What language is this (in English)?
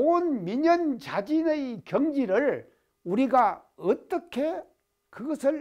Korean